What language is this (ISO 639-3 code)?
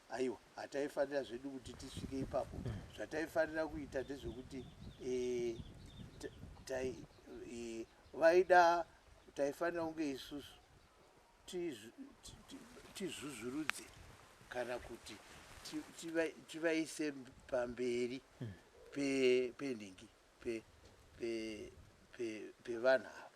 sna